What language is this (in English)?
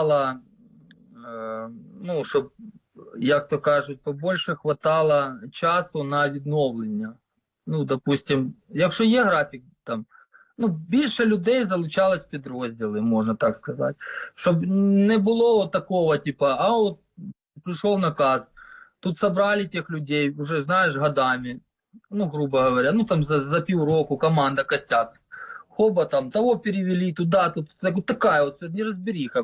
Ukrainian